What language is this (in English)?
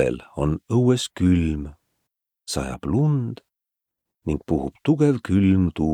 Estonian